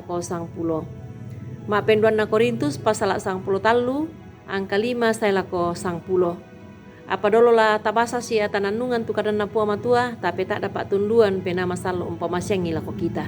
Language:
Toraja-Sa'dan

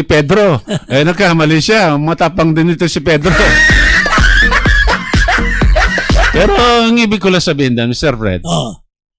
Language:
Filipino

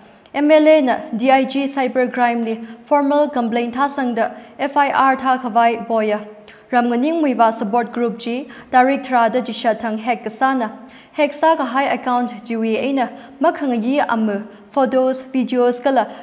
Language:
Tangkhul Naga (India)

